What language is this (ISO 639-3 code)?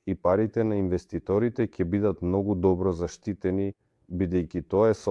mkd